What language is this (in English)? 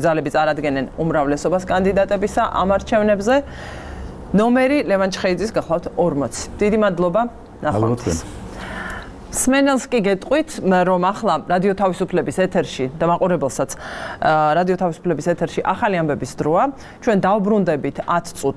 Georgian